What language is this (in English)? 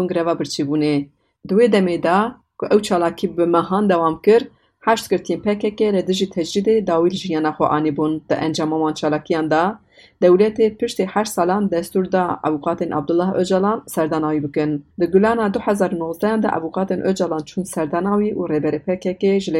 Kurdish